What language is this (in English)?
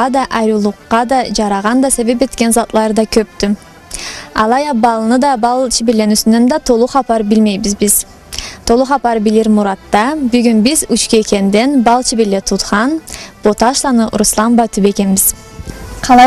Karachay-Balkar